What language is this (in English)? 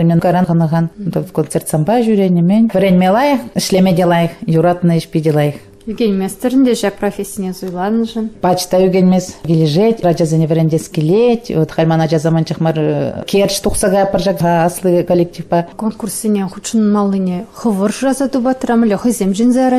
Chuvash